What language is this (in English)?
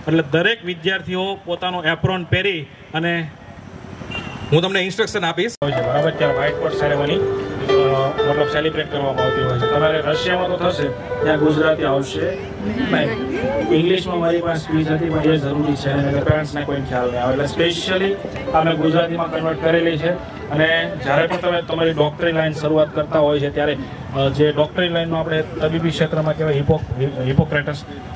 Gujarati